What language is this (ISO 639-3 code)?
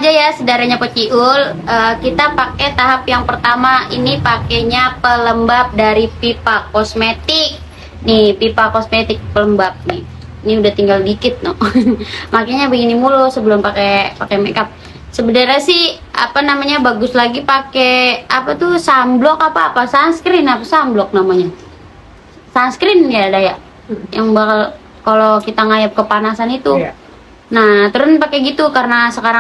bew